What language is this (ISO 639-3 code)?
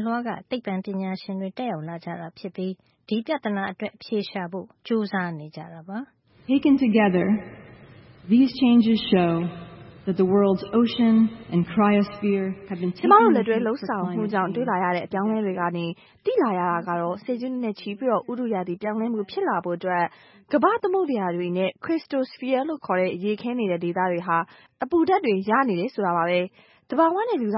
mya